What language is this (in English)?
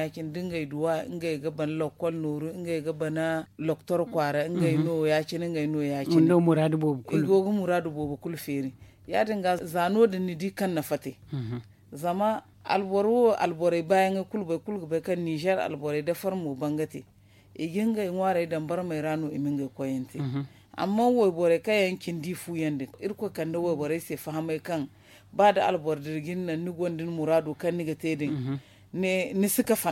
Zarma